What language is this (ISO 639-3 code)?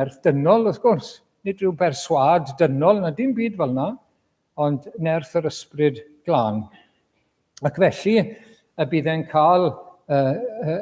cym